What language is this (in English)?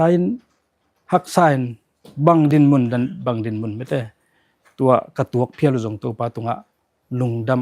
Tedim Chin